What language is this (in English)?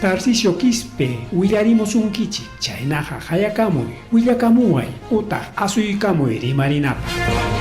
Ayacucho Quechua